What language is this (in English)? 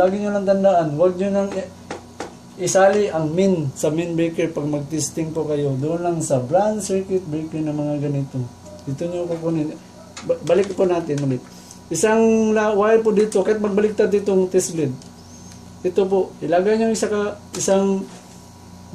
Filipino